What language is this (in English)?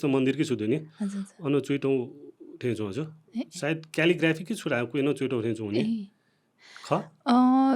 Newari